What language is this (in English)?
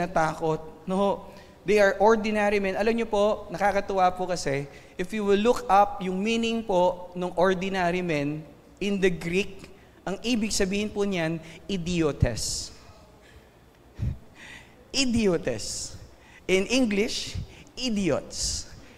Filipino